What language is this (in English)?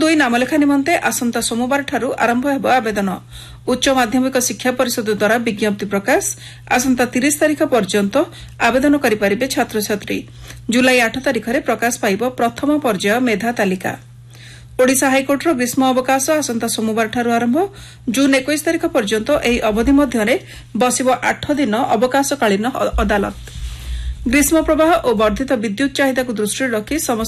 Odia